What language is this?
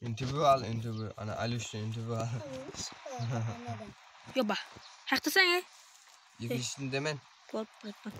Kara-Kalpak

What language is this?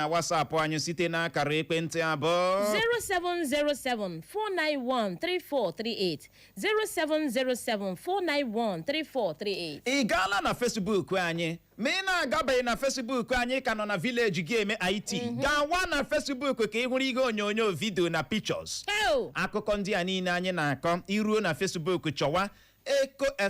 Igbo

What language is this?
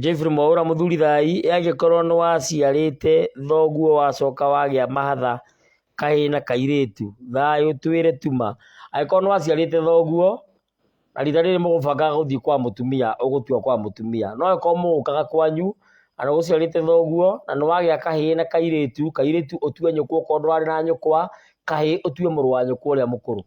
Kikuyu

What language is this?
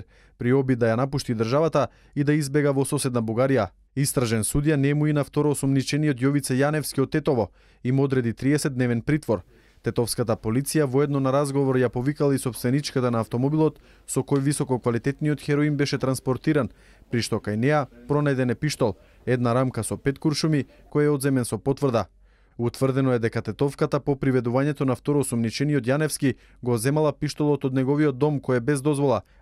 Macedonian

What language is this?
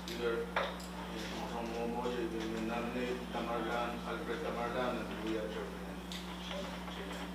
Pohnpeian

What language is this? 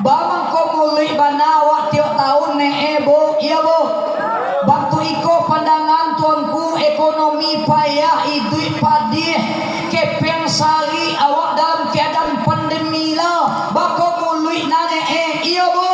Minangkabau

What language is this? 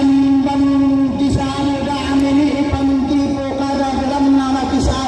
Toraja-Sa'dan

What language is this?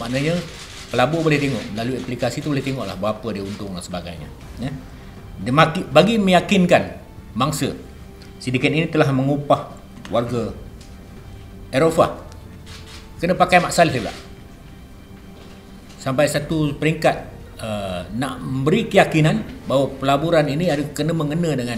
Malay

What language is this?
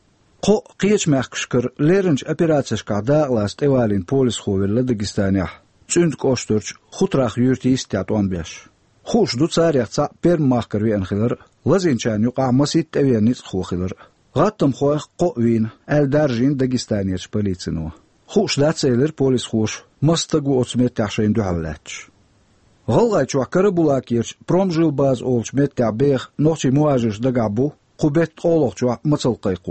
Chechen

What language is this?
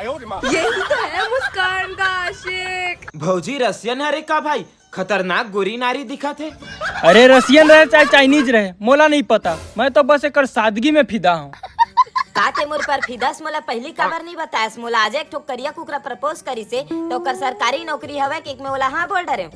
Chhattisgarhi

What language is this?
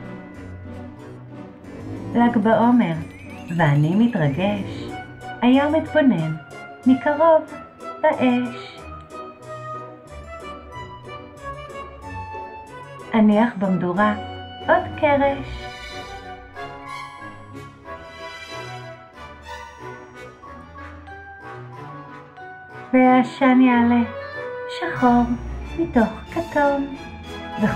Hebrew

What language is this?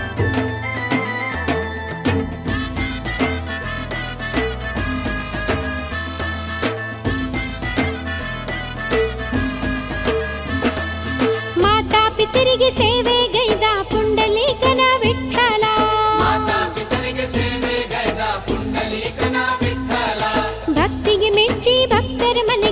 Kannada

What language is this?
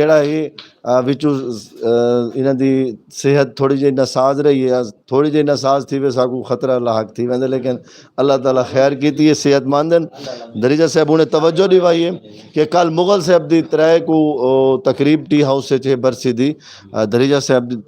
Saraiki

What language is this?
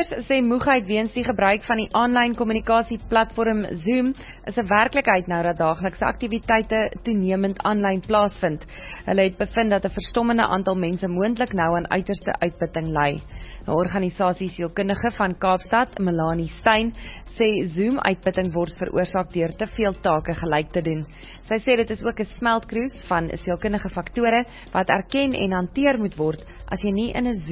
Afrikaans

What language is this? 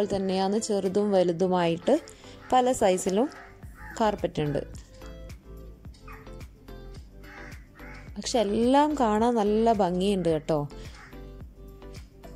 Malayalam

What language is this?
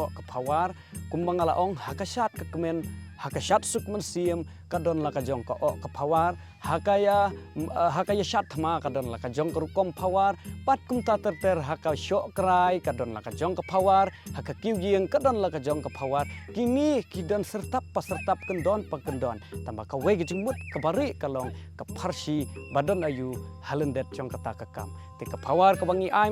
Khasi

